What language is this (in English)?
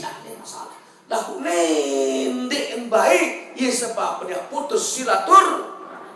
Sasak